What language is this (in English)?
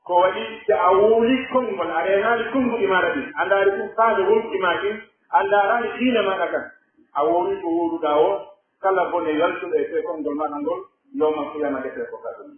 Pular